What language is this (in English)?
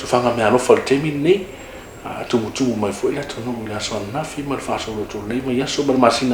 Samoan